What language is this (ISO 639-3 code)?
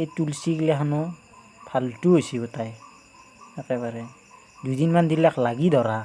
asm